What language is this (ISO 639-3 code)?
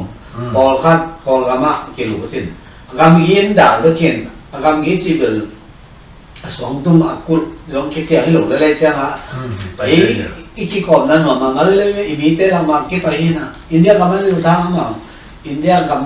ctd